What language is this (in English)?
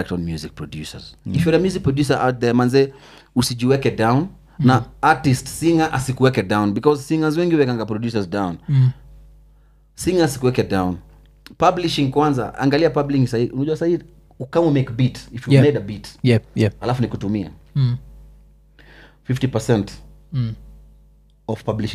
Swahili